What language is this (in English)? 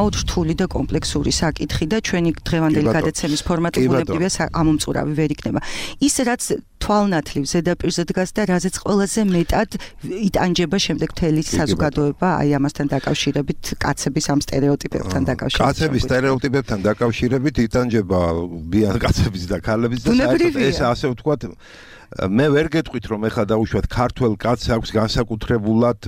Georgian